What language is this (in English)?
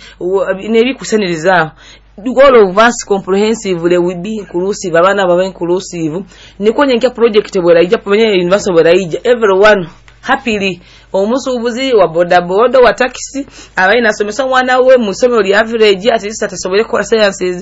Nyoro